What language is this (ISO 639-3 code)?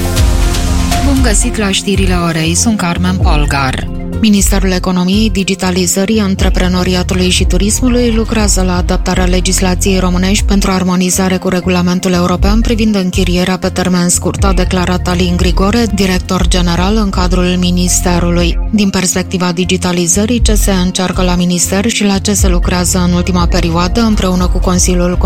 ron